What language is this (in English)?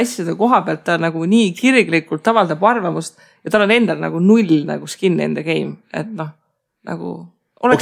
Estonian